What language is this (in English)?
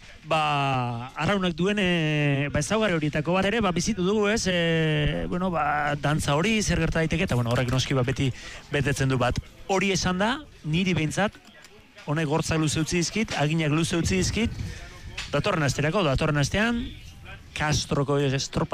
Basque